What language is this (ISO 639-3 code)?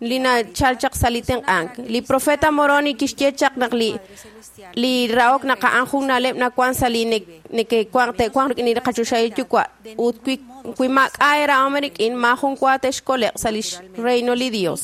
kek